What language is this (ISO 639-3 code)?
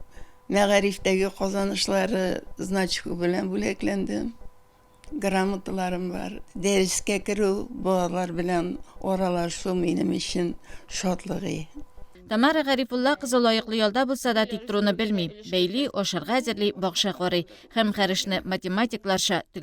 tat